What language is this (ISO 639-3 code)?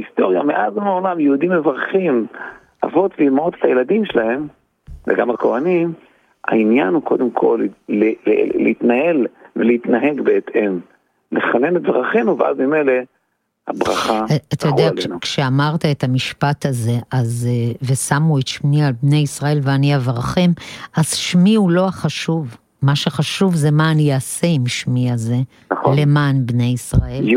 heb